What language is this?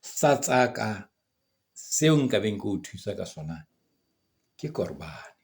Southern Sotho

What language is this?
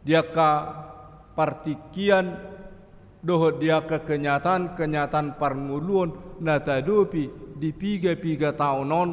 Batak Toba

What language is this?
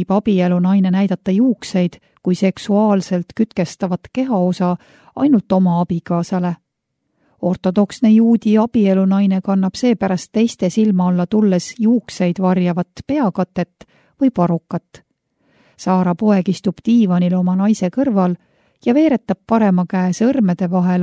Estonian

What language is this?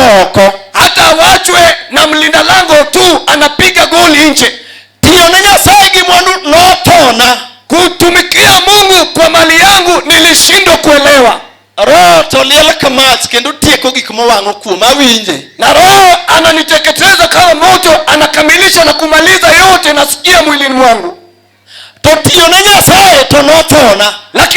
Luo (Kenya and Tanzania)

